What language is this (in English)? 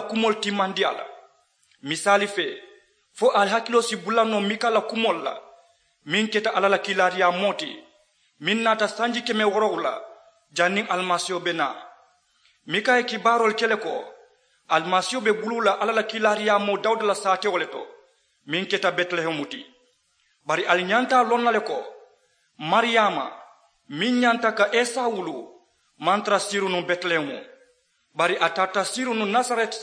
Mandingo